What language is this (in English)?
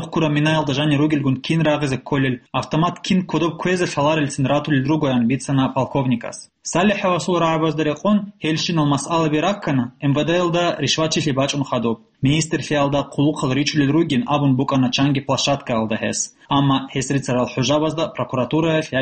Avaric